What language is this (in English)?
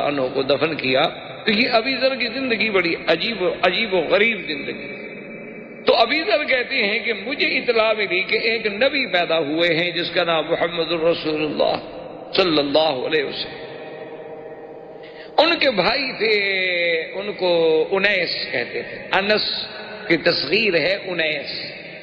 Urdu